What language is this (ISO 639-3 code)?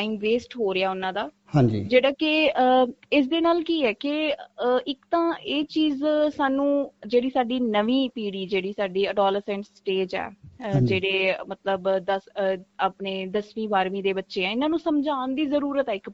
pan